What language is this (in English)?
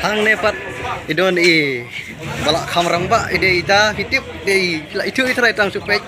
Khasi